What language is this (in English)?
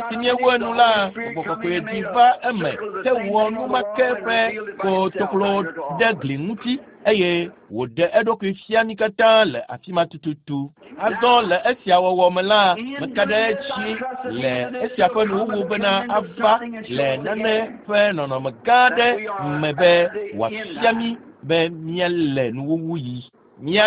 Ewe